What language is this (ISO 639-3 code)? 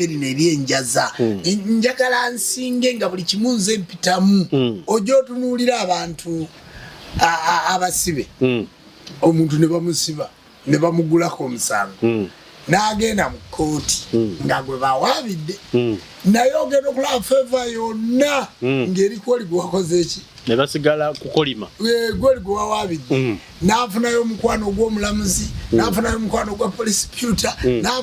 lug